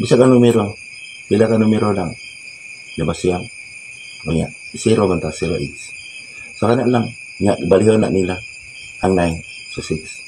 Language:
Cebuano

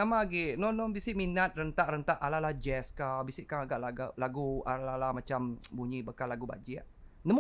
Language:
Iban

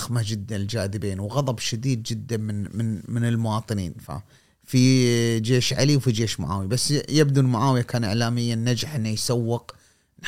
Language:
Gulf Arabic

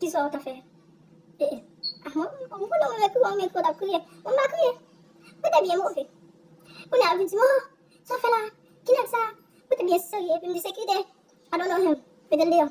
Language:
Haitian Creole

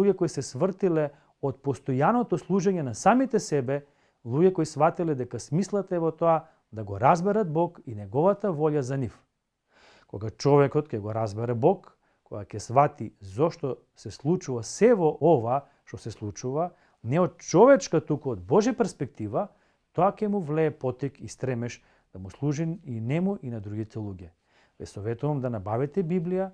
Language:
Macedonian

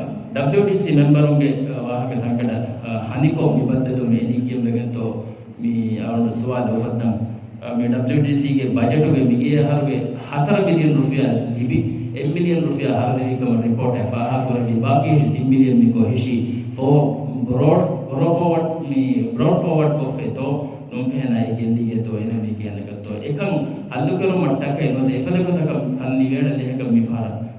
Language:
Divehi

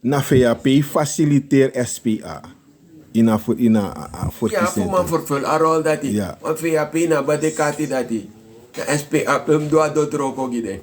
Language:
Sranan Tongo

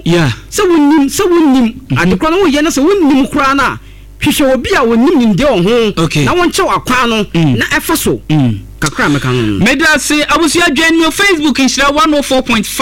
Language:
Akan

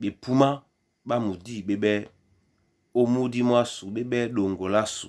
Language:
Duala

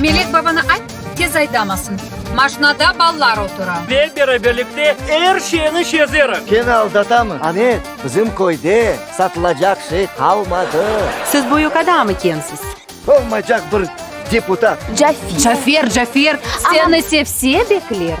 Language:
Crimean Tatar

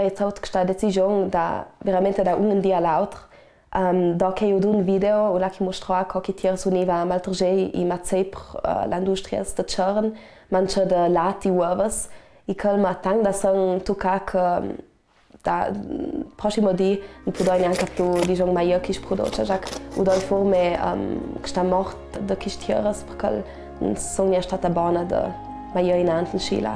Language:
Ladin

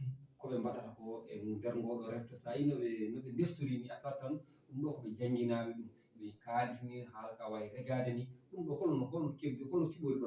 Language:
Fula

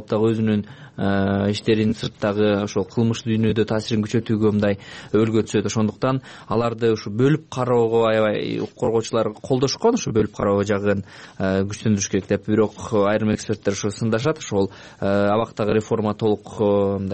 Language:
Kyrgyz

